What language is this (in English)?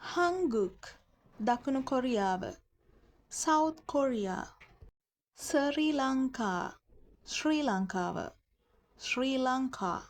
Sinhala